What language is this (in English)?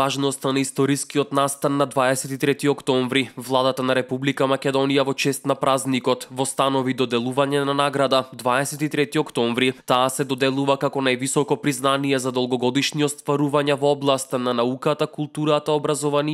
Macedonian